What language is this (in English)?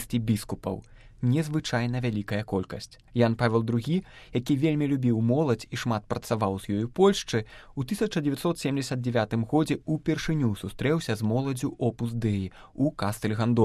Belarusian